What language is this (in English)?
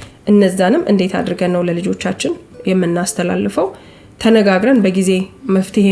Amharic